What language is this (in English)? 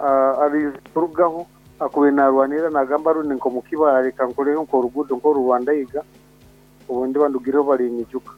Nyoro